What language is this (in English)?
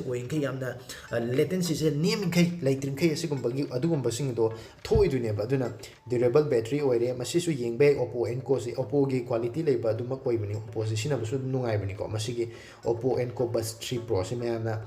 Manipuri